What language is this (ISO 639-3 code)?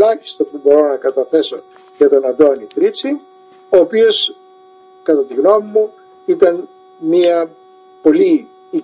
ell